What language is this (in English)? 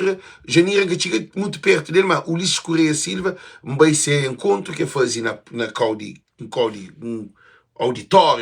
Kabuverdianu